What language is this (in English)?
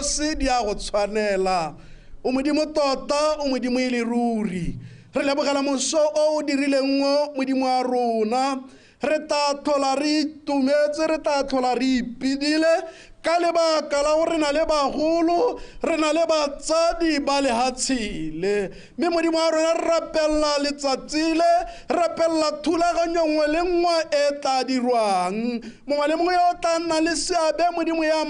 Tswana